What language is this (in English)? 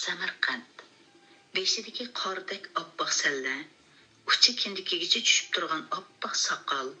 Uyghur